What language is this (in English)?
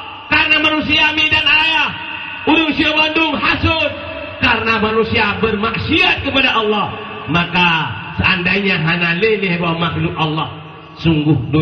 Achinese